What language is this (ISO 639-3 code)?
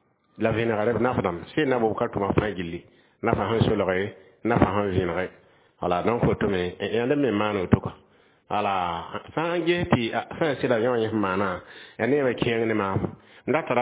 mos